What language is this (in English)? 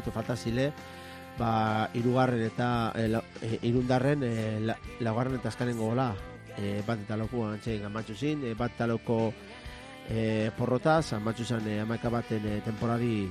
Basque